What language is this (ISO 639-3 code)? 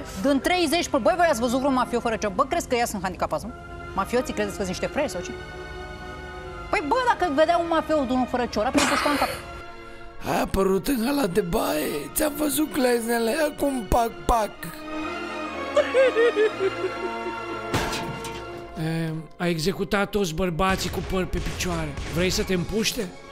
ron